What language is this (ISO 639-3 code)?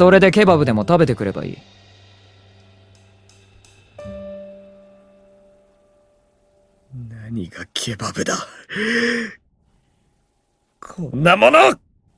jpn